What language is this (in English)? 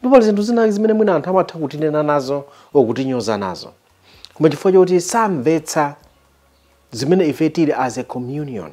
Nyanja